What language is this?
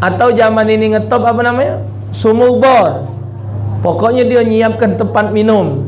Musi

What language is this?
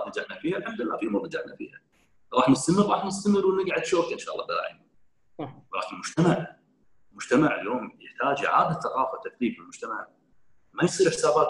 Gulf Arabic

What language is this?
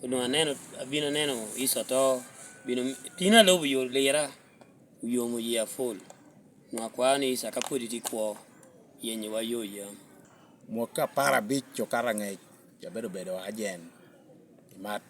Lango (Uganda)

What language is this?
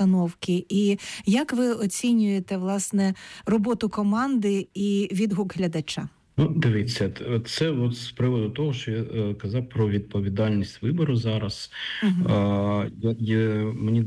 Ukrainian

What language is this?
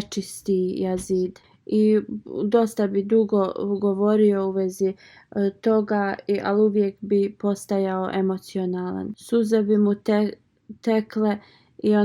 Bosnian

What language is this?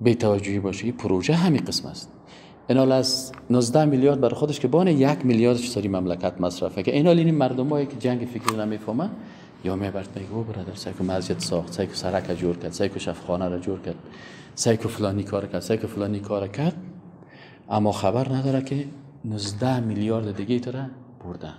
Persian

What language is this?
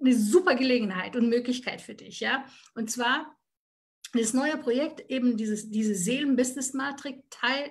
German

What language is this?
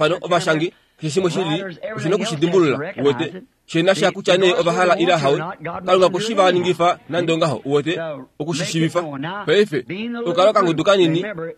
Kuanyama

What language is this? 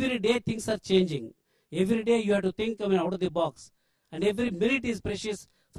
Telugu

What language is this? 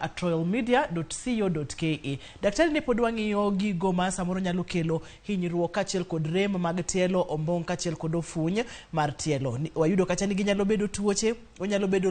Luo (Kenya and Tanzania)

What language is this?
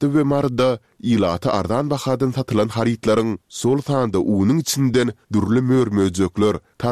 Turkmen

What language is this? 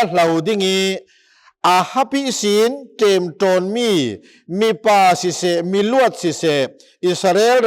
Hakha Chin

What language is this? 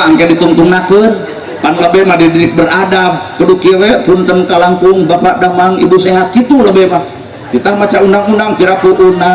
Sundanese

